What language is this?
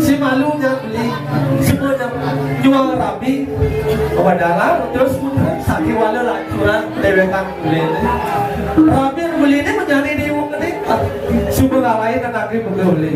Balinese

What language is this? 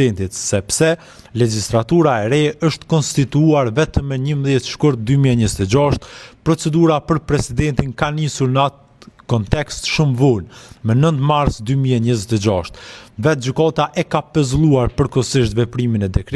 Albanian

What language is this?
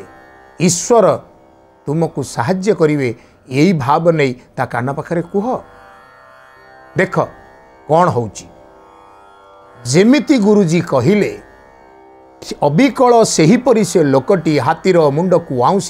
Odia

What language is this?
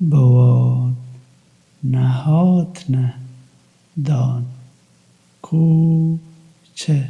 Kurdish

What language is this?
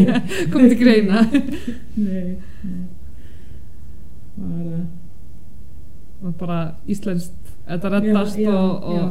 Icelandic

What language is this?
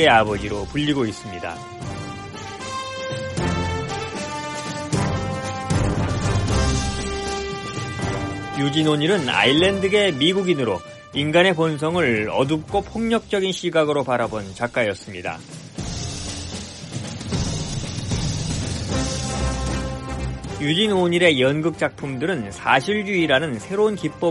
Korean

